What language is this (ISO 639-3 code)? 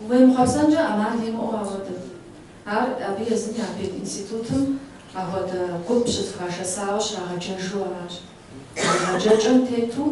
kbd